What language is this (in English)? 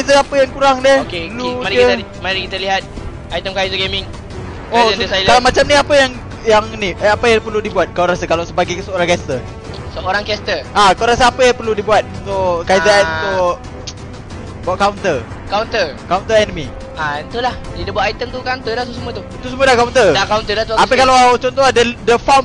Malay